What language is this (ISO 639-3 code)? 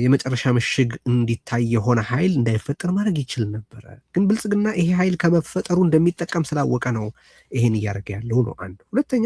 amh